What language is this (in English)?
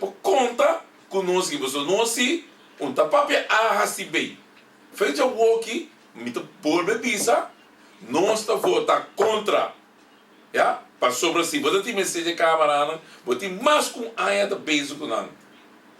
Papiamento